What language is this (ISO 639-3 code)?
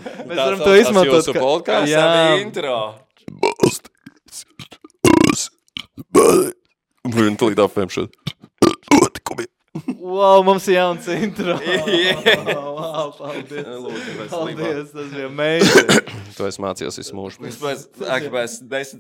lav